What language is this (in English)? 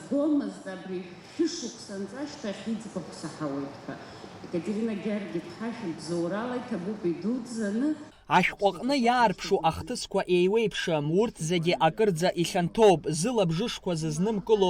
Abkhazian